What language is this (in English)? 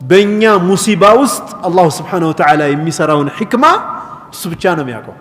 Amharic